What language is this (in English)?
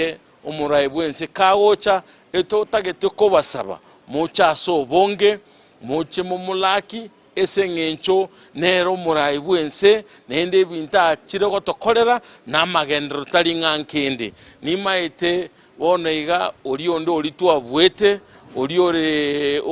Gusii